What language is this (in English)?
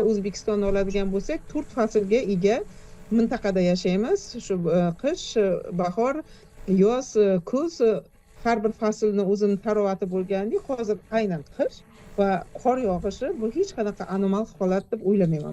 Uzbek